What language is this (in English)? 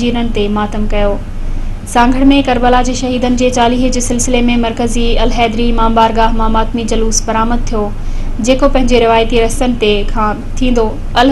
Sindhi